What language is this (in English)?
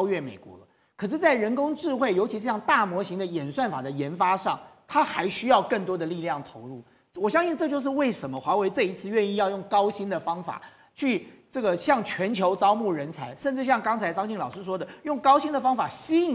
Chinese